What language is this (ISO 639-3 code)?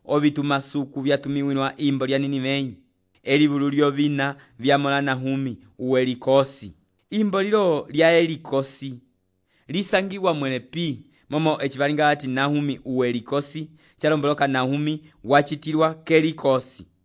umb